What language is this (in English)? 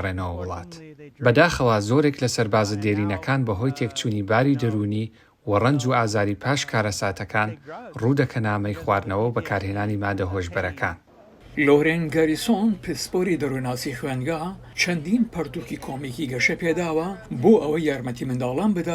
Central Kurdish